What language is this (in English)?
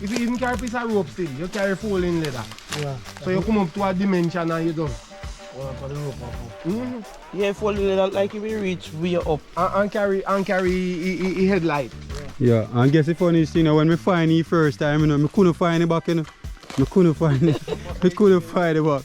Jamaican Creole English